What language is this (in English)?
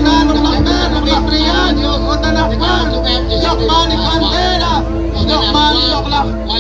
Kekchí